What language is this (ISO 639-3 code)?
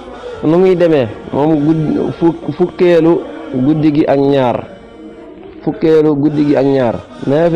wol